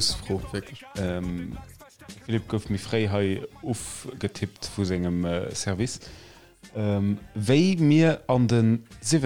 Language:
Luxembourgish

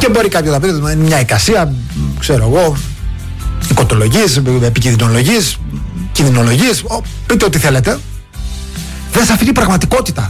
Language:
Greek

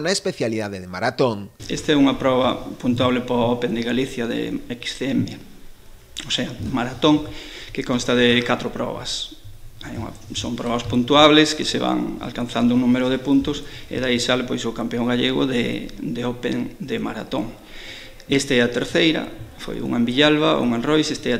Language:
Galician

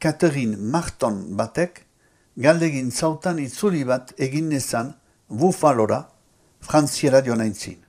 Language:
Basque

